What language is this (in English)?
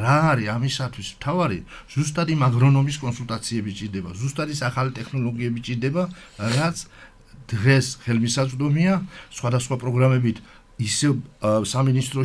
Georgian